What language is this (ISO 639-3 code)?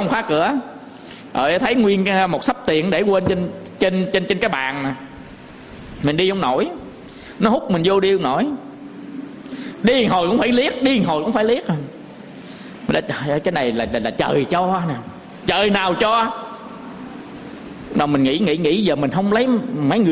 vie